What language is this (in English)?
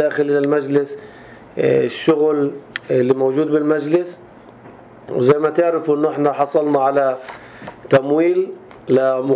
North Levantine Arabic